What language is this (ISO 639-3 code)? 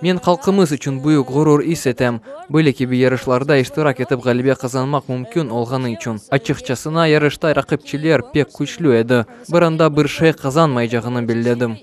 crh